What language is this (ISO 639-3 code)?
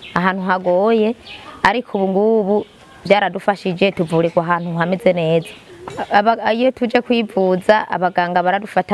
run